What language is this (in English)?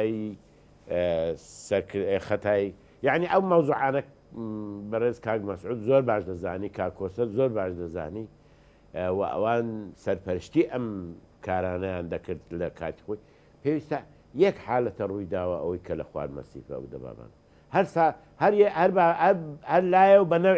Central Kurdish